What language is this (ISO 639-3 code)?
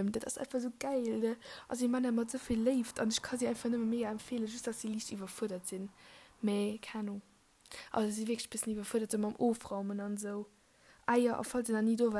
ltz